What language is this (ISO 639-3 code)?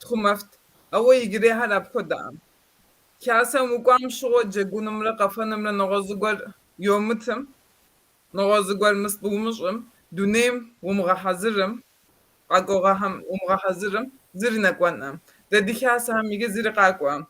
kbd